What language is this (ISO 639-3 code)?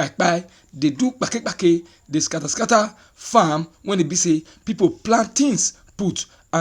pcm